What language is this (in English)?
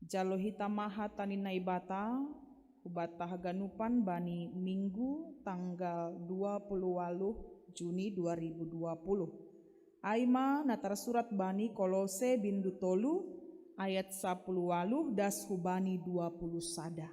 Batak Simalungun